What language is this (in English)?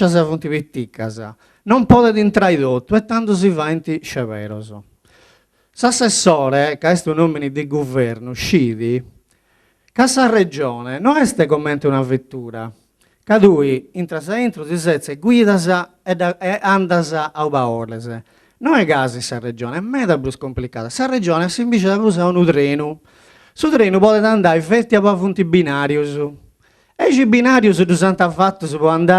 Sardinian